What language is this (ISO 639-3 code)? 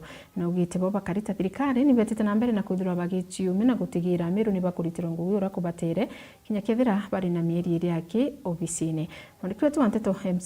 mer